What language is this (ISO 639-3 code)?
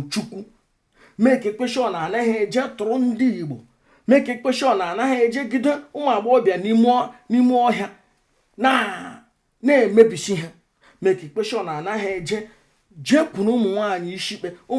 ibo